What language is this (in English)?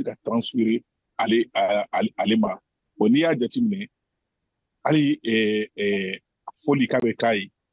Bambara